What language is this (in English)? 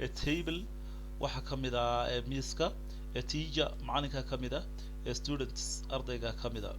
Somali